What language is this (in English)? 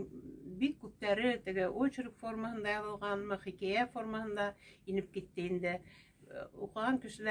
Bashkir